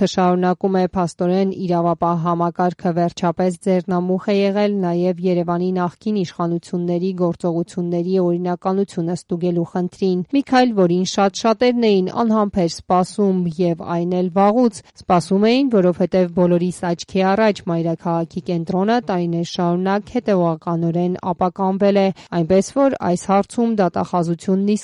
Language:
Armenian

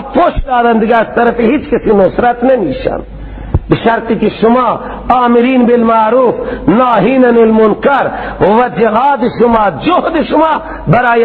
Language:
Persian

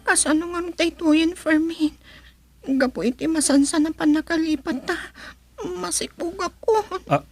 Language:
Iloko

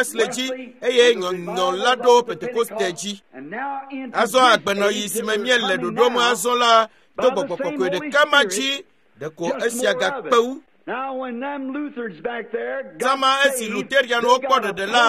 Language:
Ewe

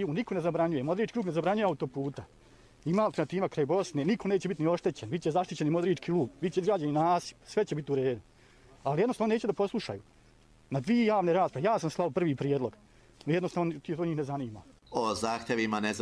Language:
Serbian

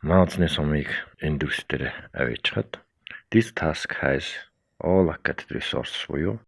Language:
Mongolian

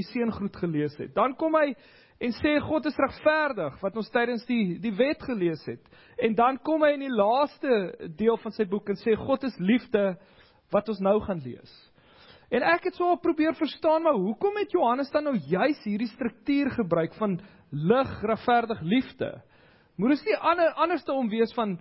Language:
Afrikaans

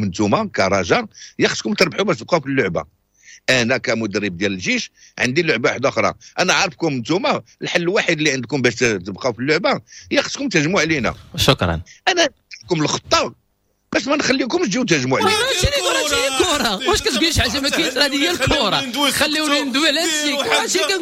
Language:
Moroccan Arabic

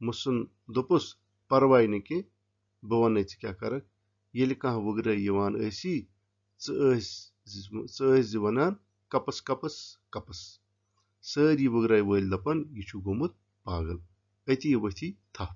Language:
Kashmiri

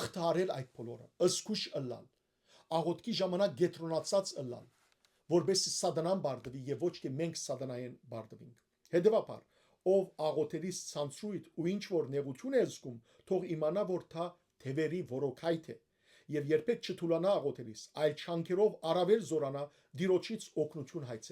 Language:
Western Armenian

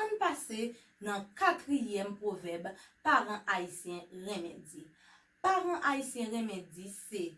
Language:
Haitian Creole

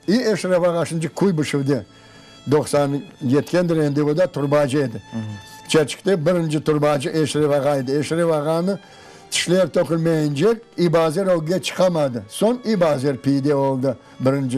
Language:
Crimean Tatar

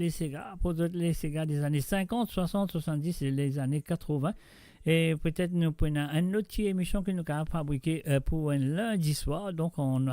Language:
Morisyen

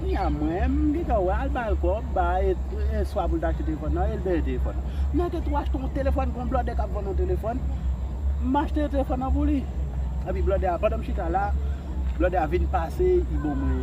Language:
Haitian Creole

